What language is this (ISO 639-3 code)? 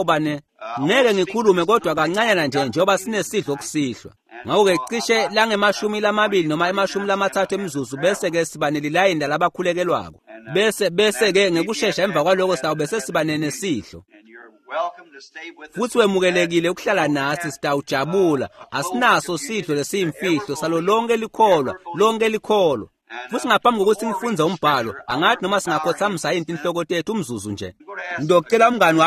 ssw